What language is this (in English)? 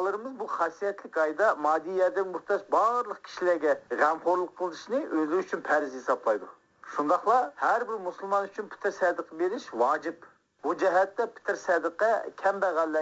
Uyghur